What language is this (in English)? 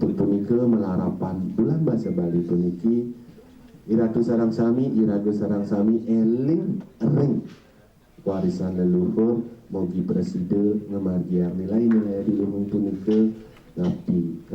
Balinese